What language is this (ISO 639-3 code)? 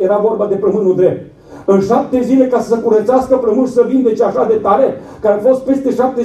ron